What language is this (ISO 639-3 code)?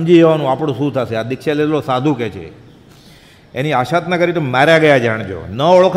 guj